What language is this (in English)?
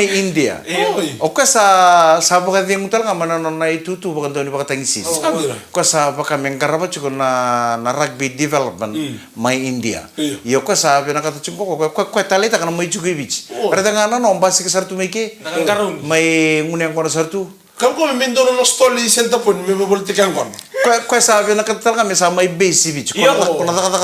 Fijian